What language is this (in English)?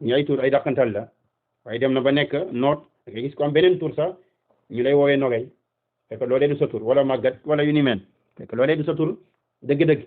Wolof